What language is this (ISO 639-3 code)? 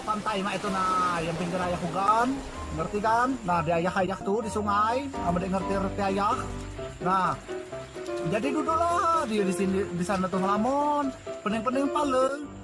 mui